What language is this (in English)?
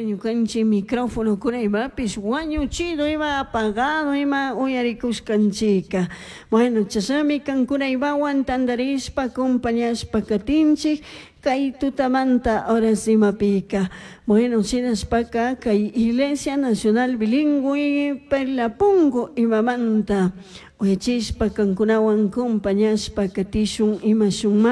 Chimborazo Highland Quichua